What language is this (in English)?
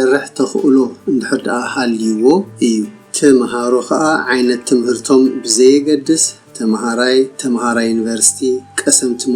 Tigrinya